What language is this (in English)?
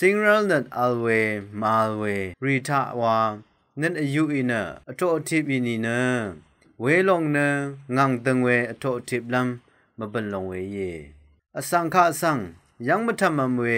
Rawang